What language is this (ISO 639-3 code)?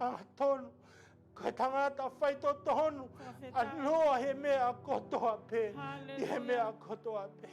ton